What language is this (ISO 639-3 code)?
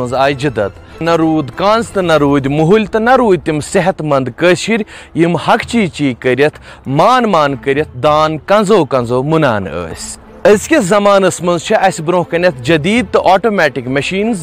kas